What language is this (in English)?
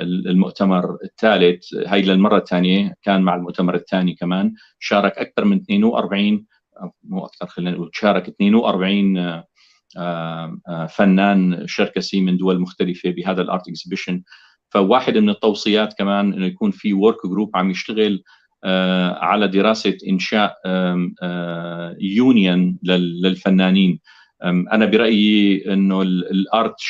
North Levantine Arabic